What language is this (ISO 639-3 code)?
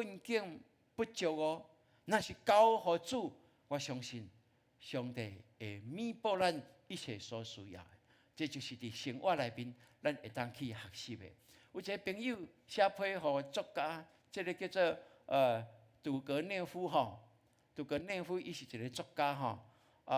nan